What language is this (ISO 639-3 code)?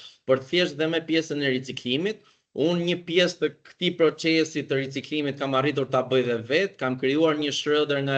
sqi